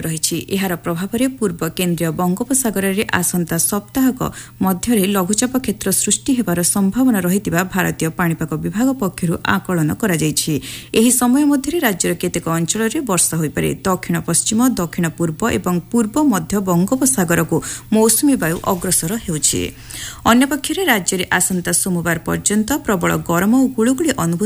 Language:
Odia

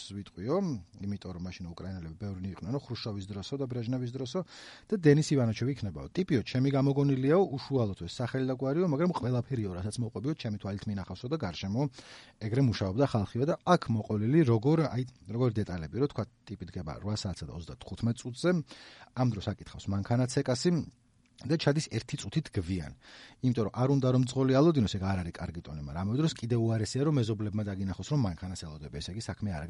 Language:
Georgian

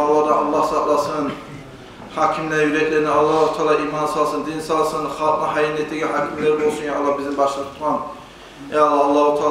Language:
Kumyk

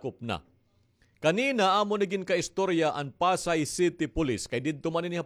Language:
Waray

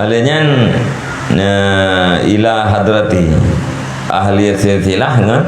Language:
Achinese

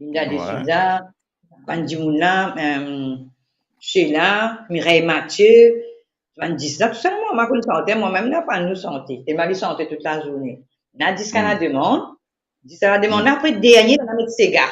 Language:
Morisyen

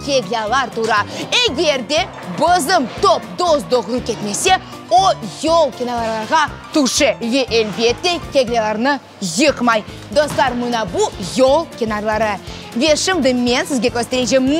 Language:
Crimean Tatar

